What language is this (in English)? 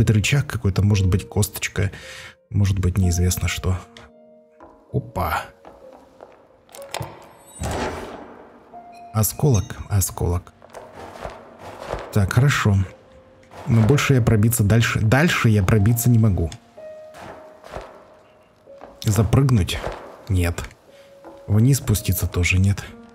Russian